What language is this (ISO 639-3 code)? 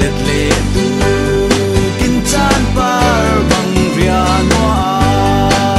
cfm